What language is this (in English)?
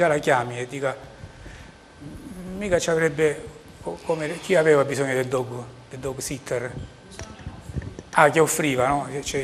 Italian